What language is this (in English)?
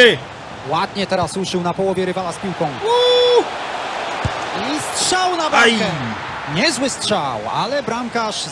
Polish